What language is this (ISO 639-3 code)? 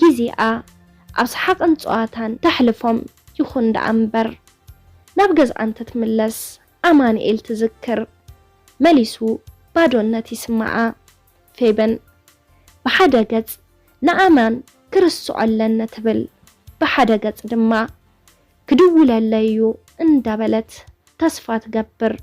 tir